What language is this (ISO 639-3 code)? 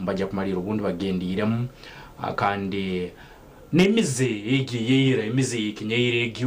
nyn